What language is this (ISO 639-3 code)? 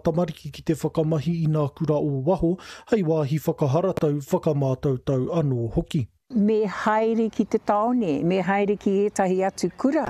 mri